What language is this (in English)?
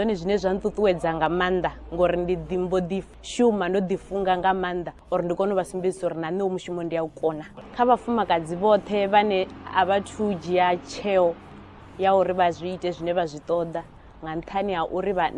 Venda